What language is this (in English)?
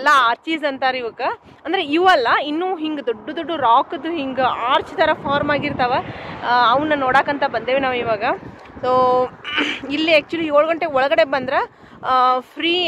Kannada